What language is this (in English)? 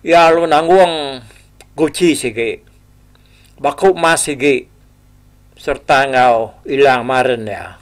Iban